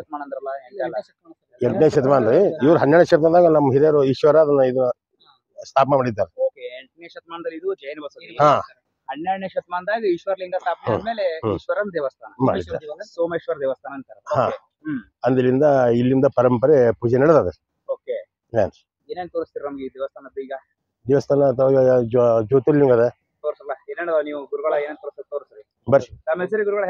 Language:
Kannada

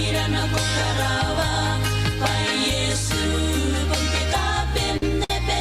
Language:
Gilbertese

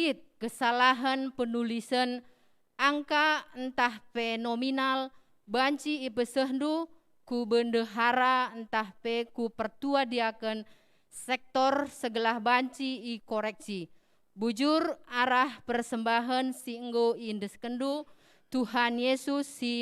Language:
Batak Karo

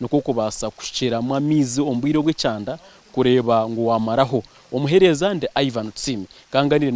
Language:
Nyankole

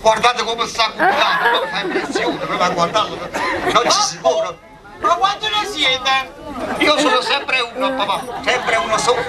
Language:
Neapolitan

